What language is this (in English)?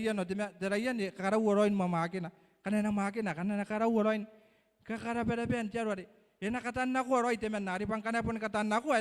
Gilbertese